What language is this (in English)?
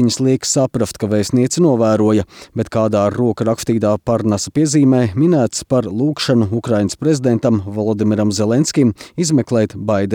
Latvian